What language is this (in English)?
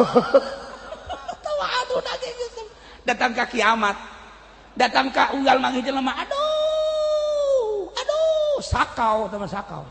Sundanese